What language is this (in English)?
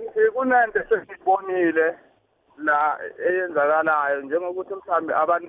South Ndebele